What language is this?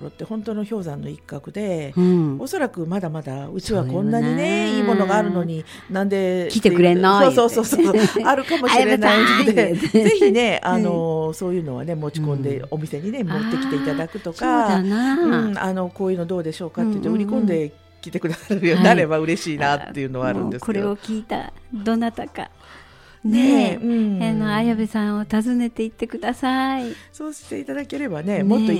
Japanese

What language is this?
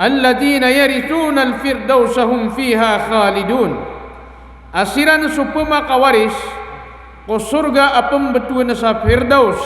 Maranao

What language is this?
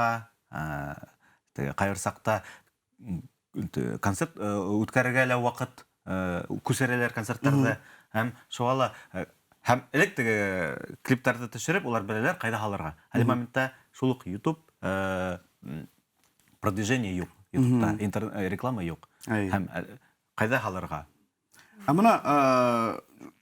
Bashkir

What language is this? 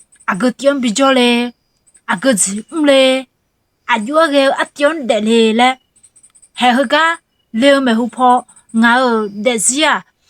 Akha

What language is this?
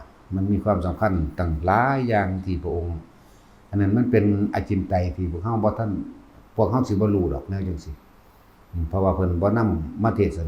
Northeastern Thai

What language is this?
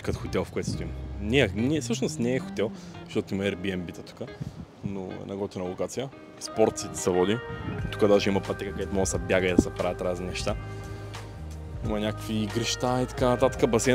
Bulgarian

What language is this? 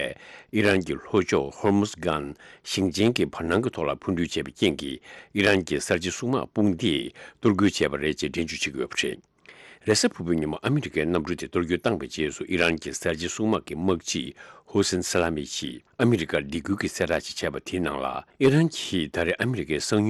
Tibetan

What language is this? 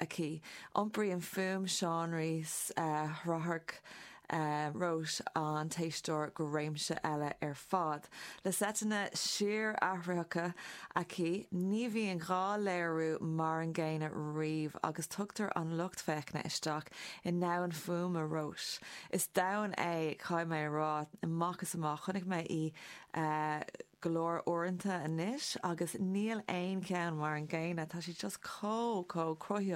Irish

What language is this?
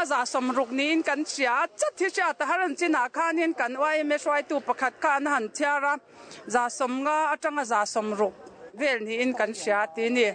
Mizo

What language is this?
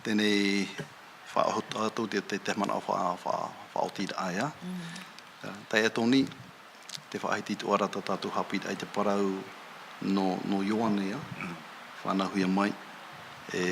Tahitian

